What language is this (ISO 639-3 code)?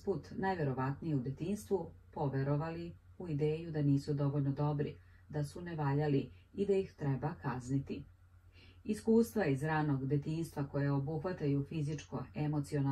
srp